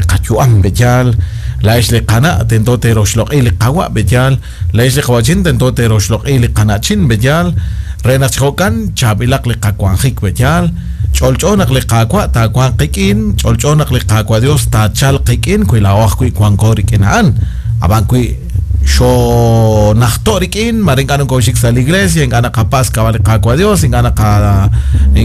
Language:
Kekchí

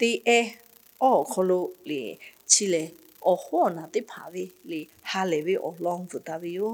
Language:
Lahu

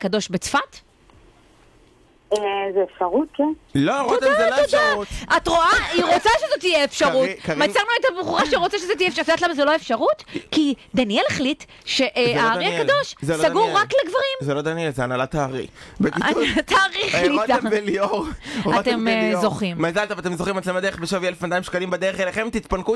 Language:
Hebrew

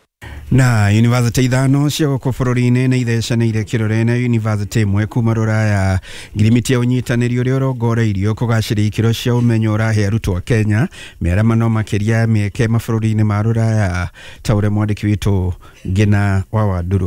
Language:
Kikuyu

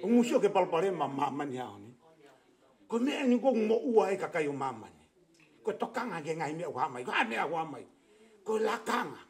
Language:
Tongan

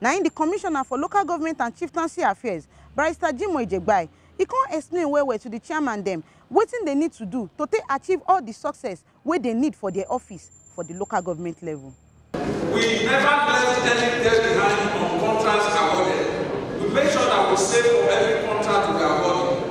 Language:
Nigerian Pidgin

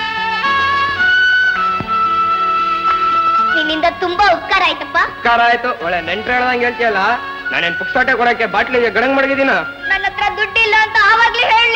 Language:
Kannada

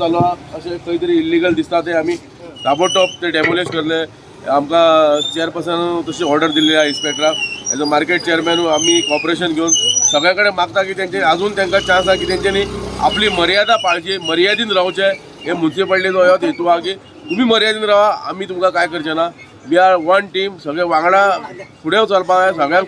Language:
Konkani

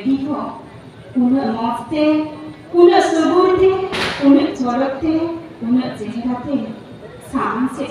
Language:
Santali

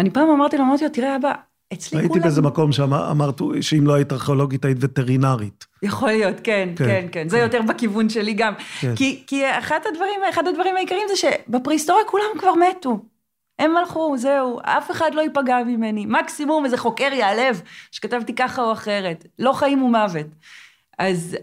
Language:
Hebrew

